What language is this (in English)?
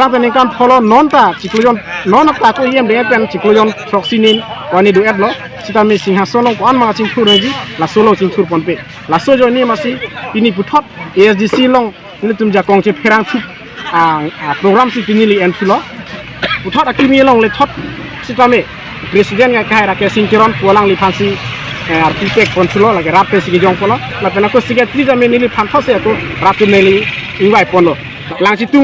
Karbi